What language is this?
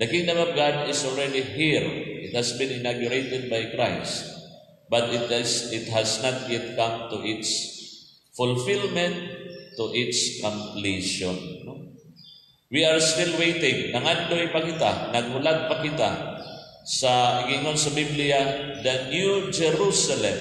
Cebuano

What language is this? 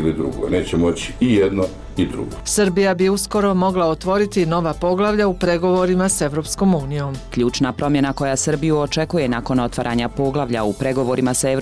Bosnian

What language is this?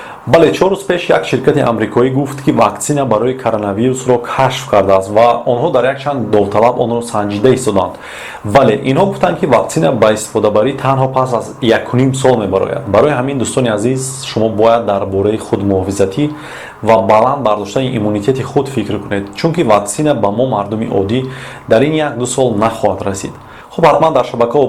Tajik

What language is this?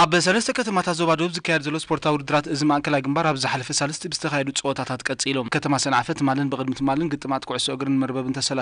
Tigrinya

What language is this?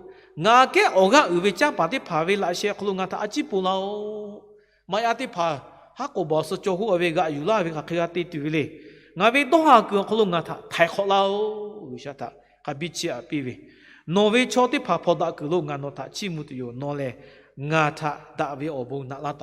Lahu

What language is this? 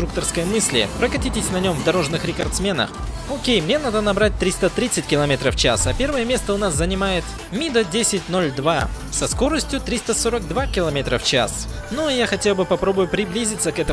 Russian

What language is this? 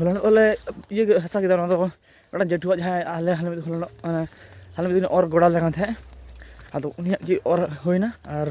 Santali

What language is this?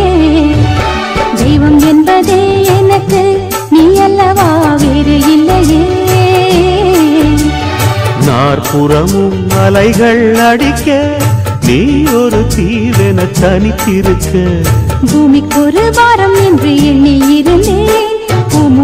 Tamil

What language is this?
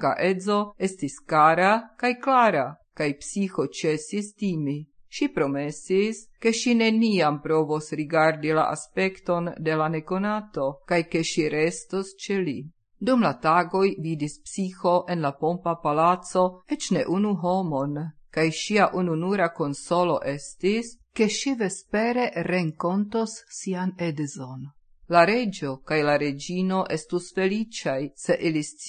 Esperanto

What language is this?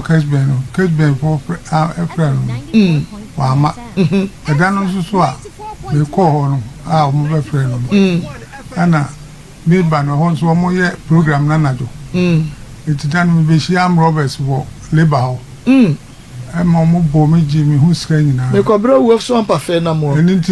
Akan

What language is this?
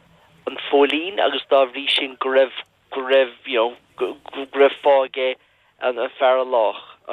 Irish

